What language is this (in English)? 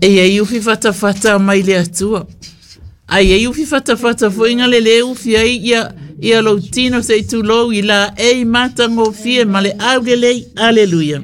Samoan